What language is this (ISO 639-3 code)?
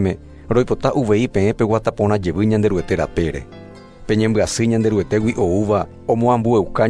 grn